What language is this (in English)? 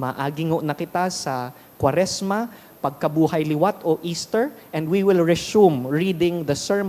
Bikol